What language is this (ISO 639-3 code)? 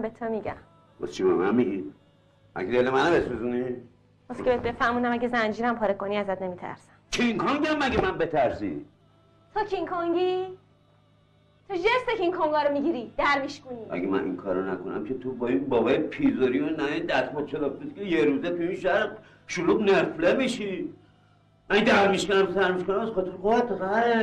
fas